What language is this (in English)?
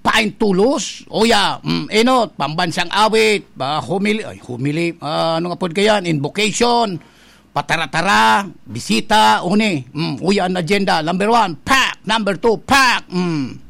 Bikol